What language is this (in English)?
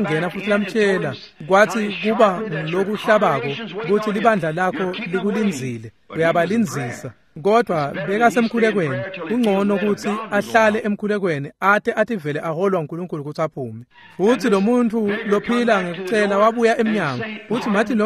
Swati